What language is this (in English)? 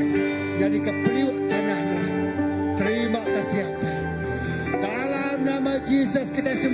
Iban